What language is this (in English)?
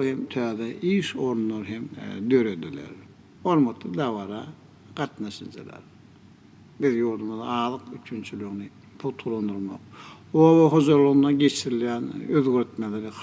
Turkmen